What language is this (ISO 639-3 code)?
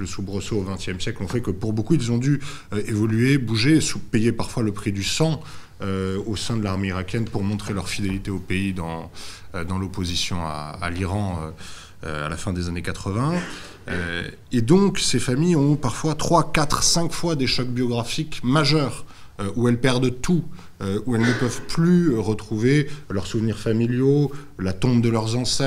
fra